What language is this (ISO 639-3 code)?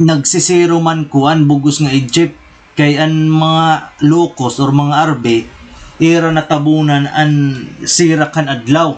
war